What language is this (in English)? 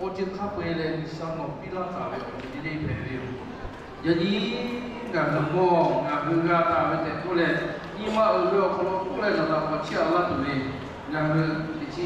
Lahu